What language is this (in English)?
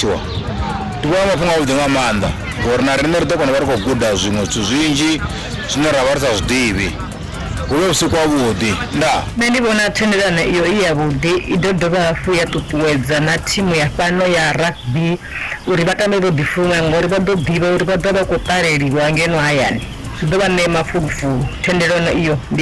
Venda